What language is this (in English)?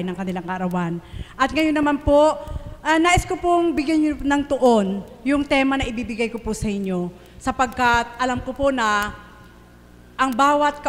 Filipino